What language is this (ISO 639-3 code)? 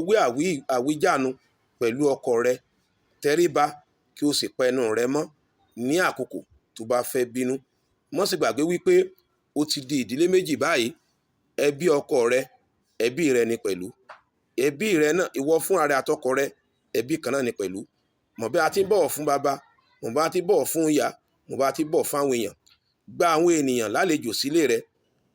yor